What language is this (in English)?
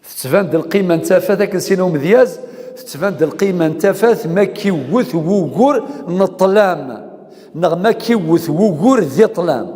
Kabyle